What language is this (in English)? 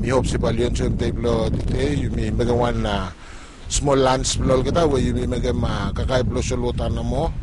Bislama